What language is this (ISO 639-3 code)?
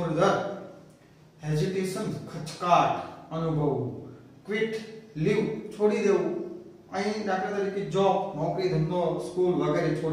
guj